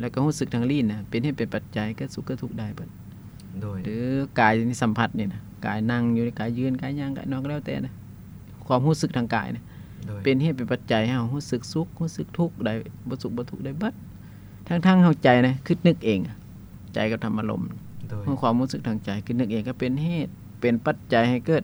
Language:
Lao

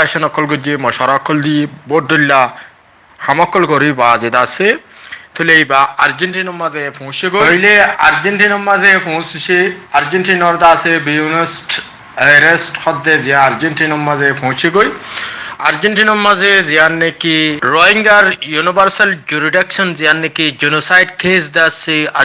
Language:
Rohingya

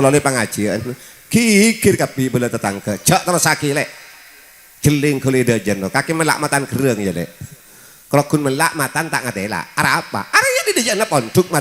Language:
Madurese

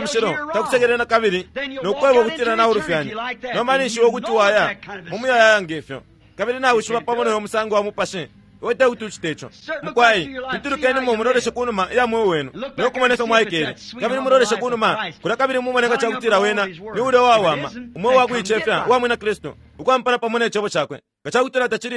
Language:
Bemba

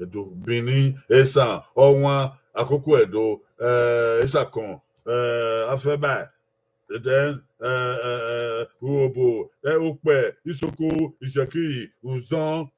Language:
Bini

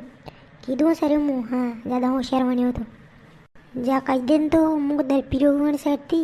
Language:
Rajasthani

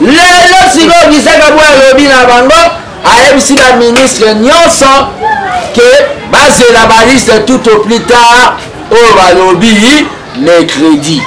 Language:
Lingala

